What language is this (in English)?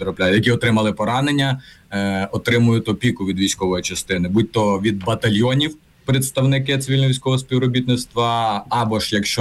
Ukrainian